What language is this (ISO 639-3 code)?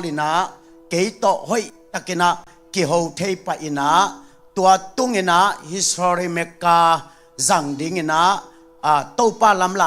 ctd